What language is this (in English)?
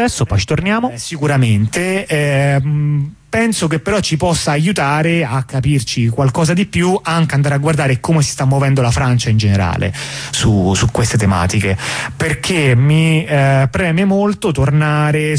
Italian